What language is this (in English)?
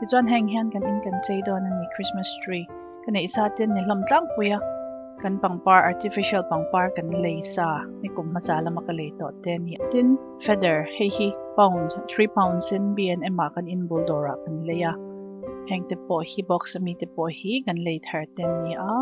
Mizo